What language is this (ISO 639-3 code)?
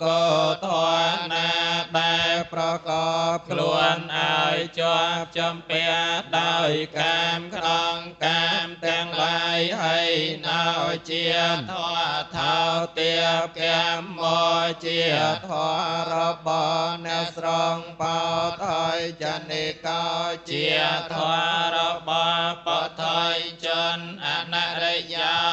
khm